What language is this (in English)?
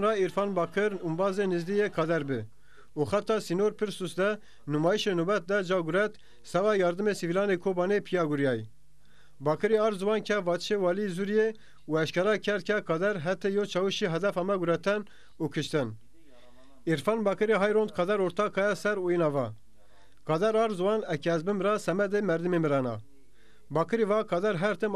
Zaza